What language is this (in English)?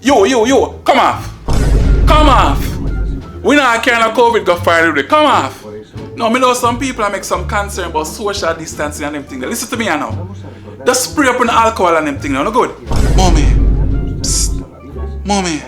Jamaican Creole English